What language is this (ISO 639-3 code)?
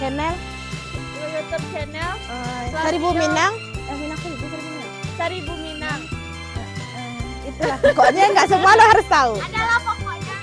min